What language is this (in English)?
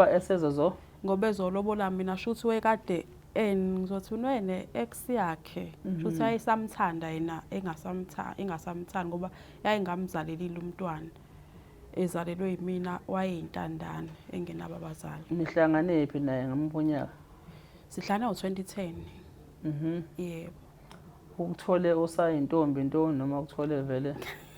Zulu